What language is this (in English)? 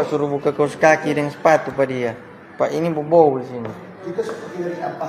Manado Malay